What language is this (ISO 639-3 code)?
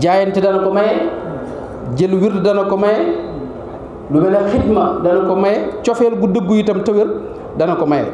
wol